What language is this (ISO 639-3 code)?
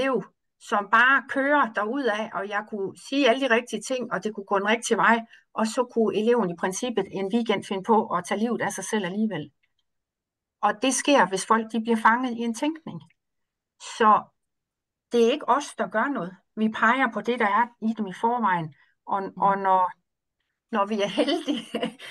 dan